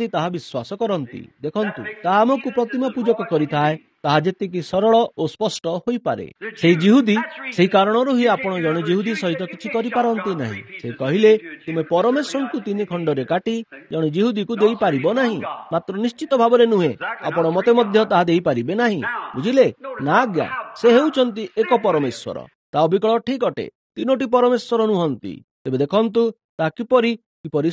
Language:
Odia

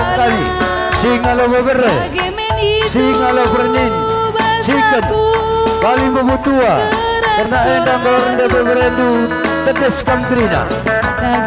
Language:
Batak Karo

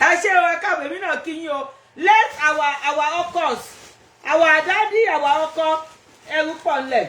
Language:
Yoruba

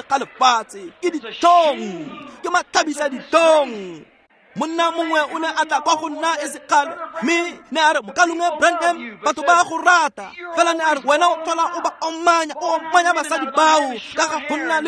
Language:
Tswana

